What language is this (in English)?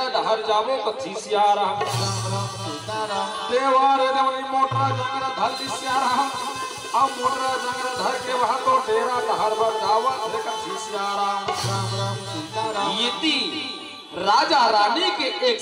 Chhattisgarhi